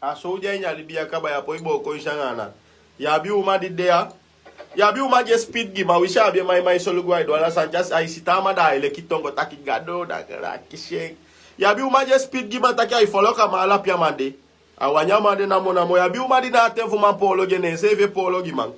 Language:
Sranan Tongo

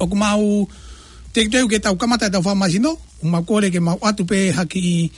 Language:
Tongan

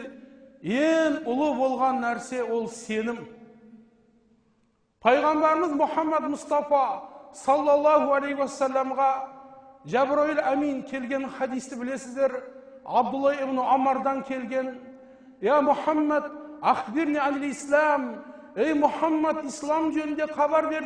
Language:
Kazakh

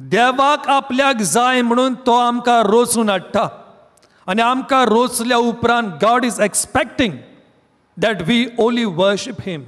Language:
Konkani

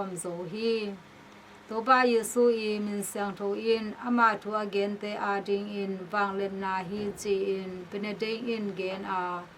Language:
Tedim Chin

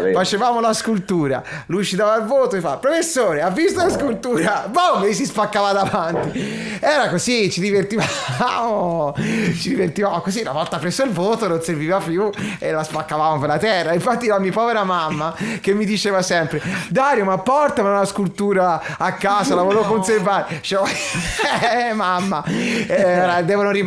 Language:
Italian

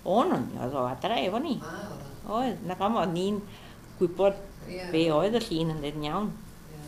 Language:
Welsh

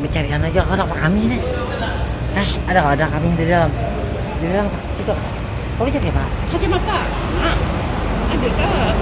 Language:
Banjar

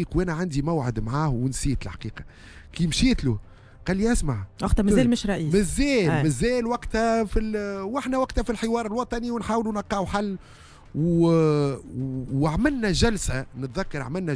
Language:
Tunisian Arabic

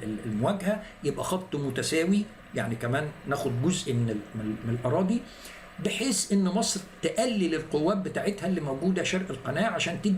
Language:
Egyptian Arabic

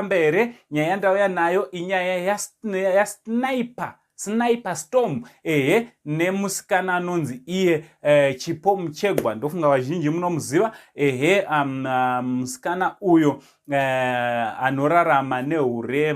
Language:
Shona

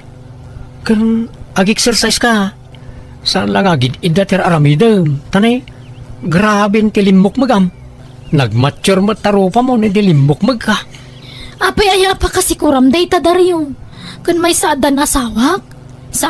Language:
Iloko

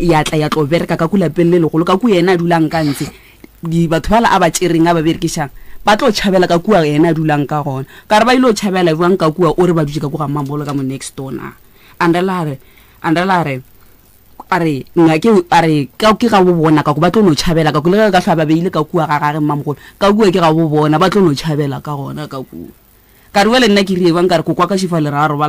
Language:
Northern Sotho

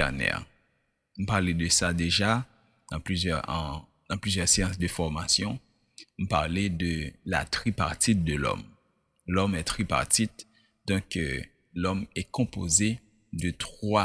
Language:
Haitian Creole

